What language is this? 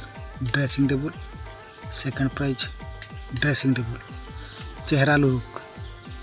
Santali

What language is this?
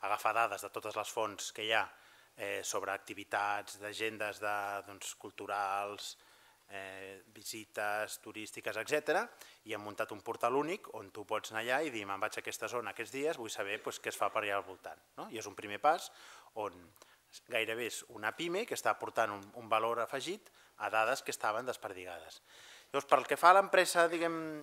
Catalan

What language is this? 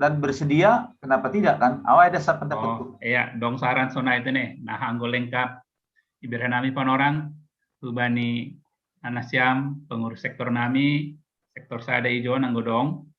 Batak Simalungun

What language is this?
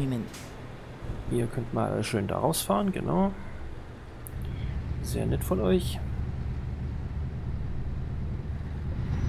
German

